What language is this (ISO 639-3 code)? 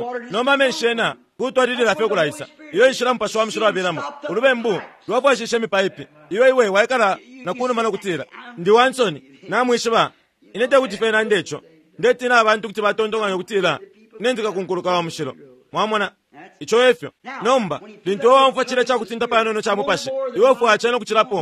bem